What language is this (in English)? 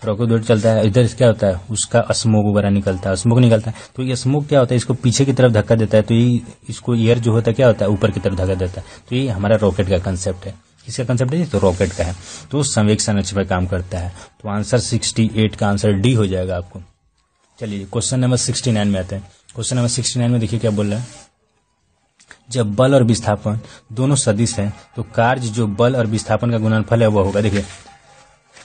Hindi